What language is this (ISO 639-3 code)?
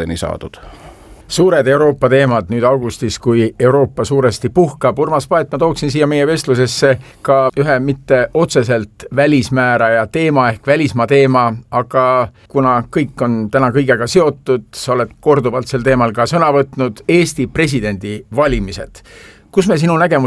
est